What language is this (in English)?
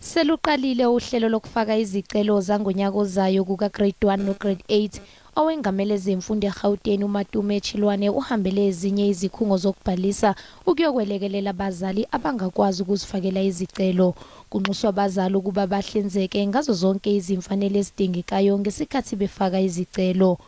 Zulu